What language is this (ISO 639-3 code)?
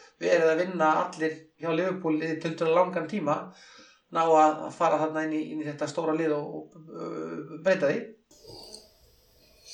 isl